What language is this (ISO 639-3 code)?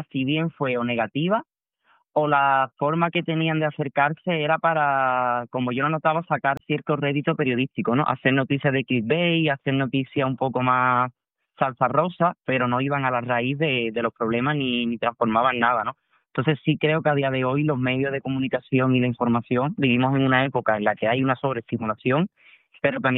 spa